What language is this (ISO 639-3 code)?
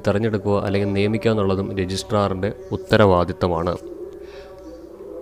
mal